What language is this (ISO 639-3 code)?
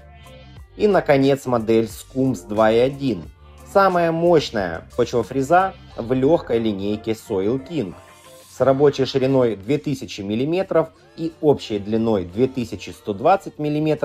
rus